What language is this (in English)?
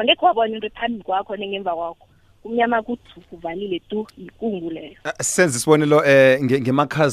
South Ndebele